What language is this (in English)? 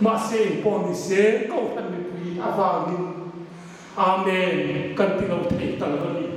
Hmar